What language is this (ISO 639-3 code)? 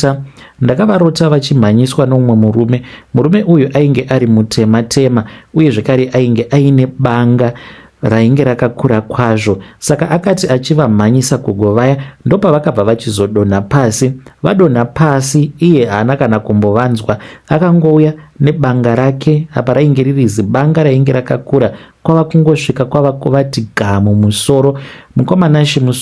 sna